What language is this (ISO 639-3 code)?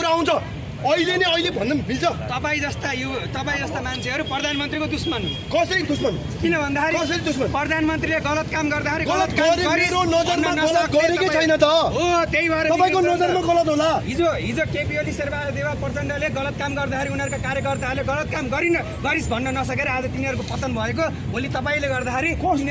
nep